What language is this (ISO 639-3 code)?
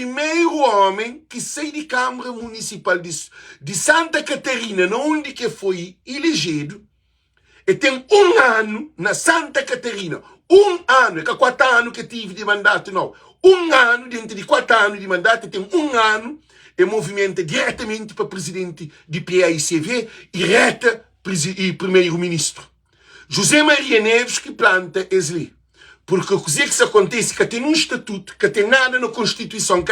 kea